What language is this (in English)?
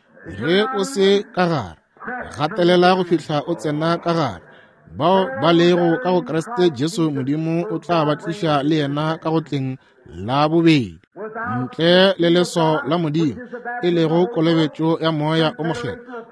Northern Sotho